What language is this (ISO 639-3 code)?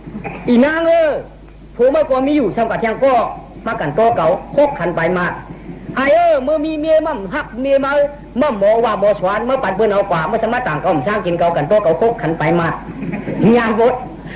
shn